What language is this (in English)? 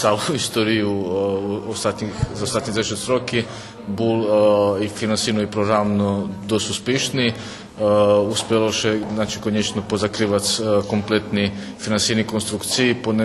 Rusyn